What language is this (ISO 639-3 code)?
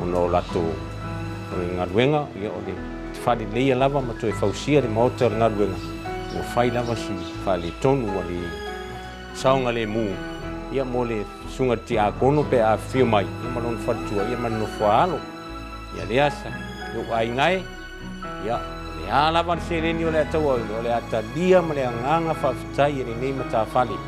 smo